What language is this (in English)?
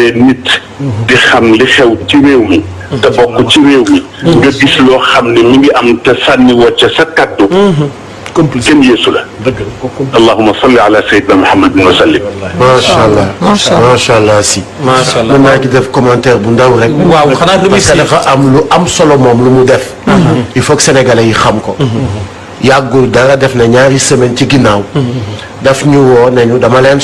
Wolof